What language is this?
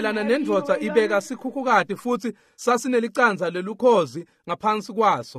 Swati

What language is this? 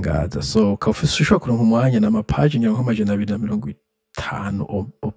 Rundi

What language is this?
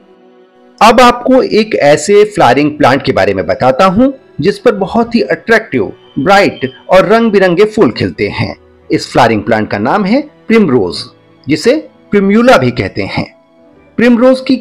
Hindi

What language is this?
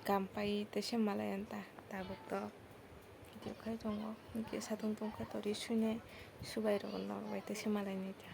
Kok Borok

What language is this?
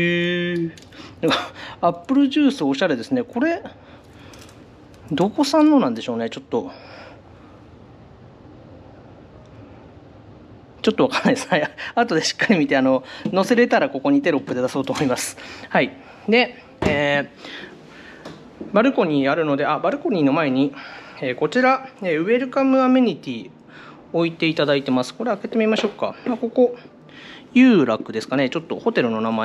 Japanese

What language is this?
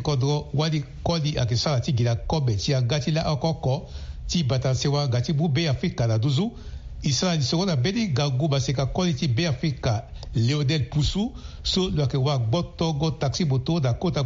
Sango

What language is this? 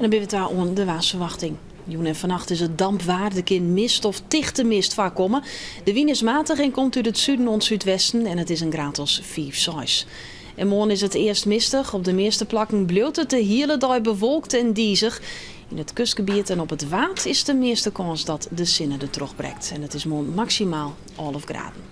Western Frisian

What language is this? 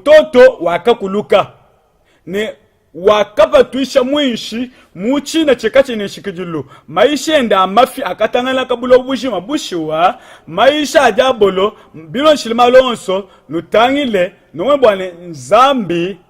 Luba-Lulua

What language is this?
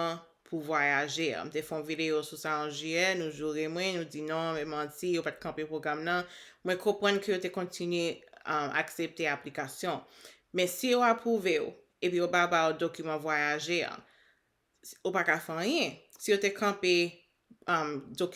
Haitian Creole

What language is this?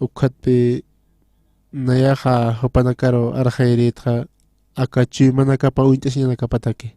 Aymara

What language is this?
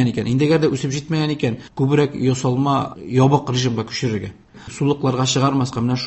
Tatar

